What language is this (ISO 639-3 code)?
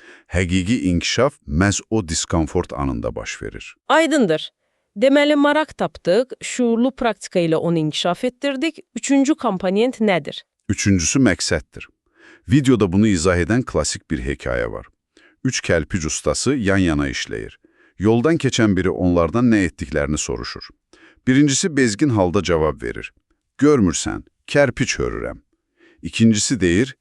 aze